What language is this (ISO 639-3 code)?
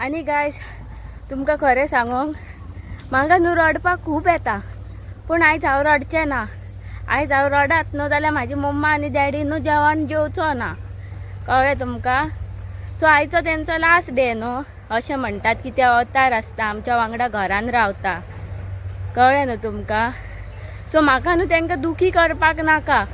kok